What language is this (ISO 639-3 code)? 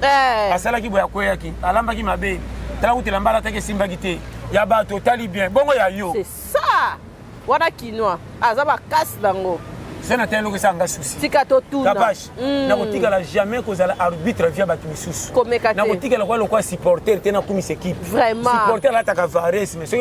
lin